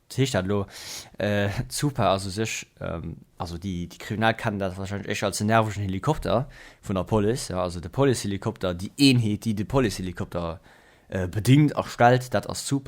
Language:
Luxembourgish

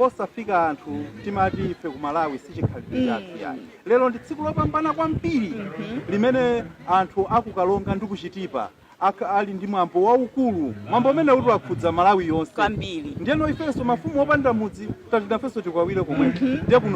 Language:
Nyanja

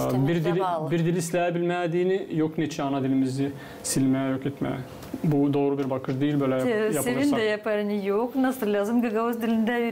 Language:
Gagauz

